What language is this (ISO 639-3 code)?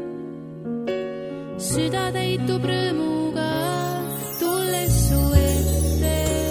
est